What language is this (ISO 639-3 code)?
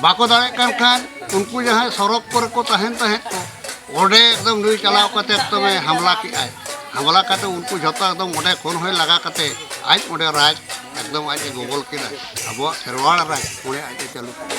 sat